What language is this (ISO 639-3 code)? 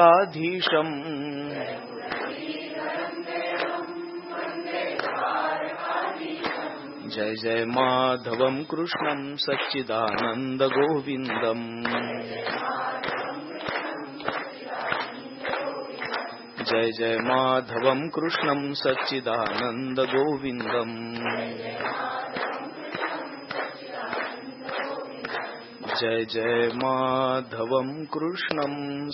mar